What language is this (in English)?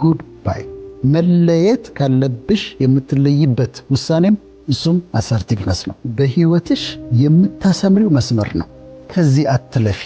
Amharic